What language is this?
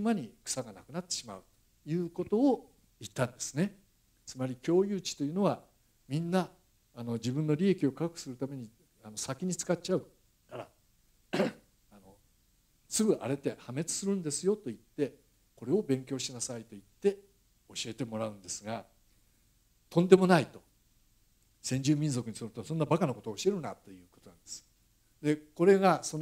Japanese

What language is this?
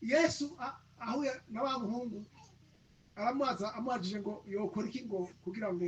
Rundi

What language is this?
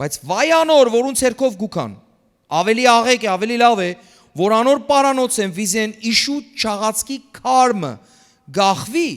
Western Armenian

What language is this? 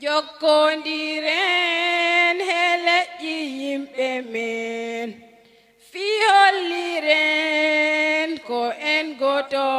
Fula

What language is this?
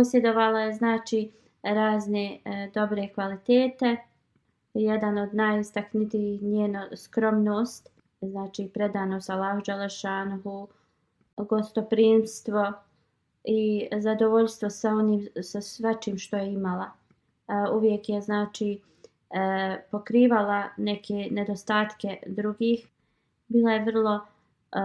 Bosnian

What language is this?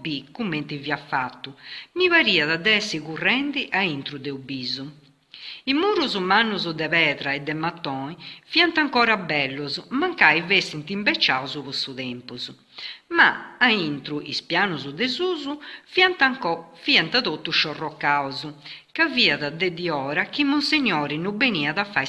Sardinian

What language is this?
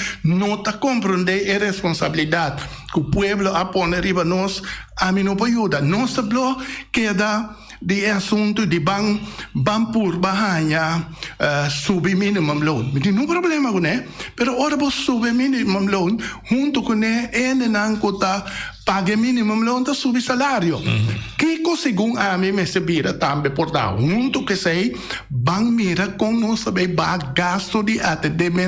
Papiamento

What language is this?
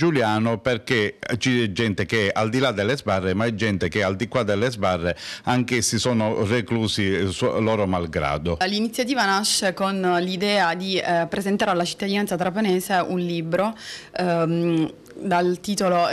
Italian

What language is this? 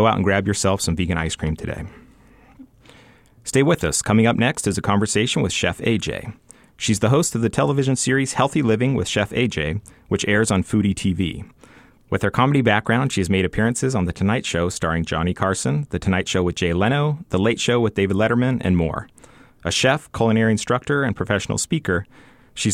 English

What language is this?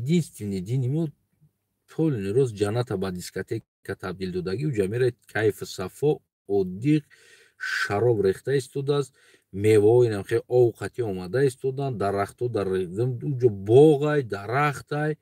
Tajik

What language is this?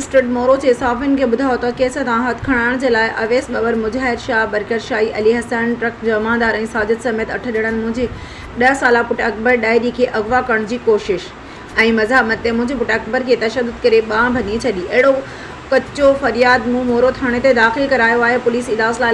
Sindhi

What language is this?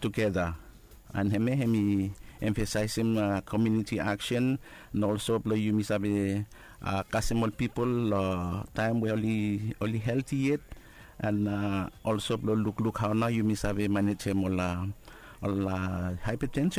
Bislama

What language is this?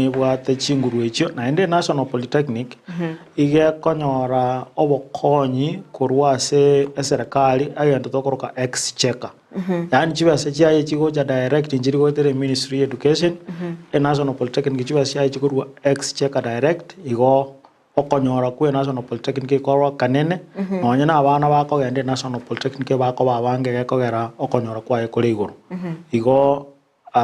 Gusii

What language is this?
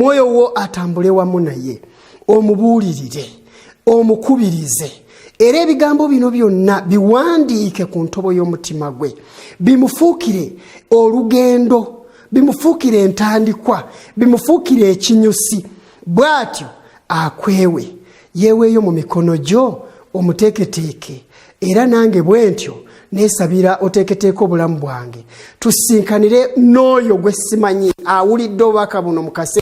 Ganda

